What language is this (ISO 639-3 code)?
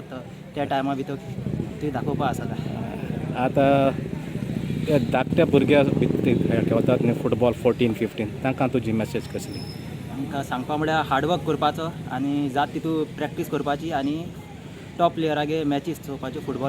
kok